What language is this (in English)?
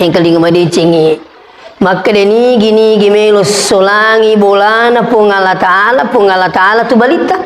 Buginese